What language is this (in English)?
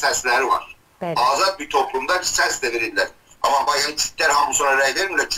South Azerbaijani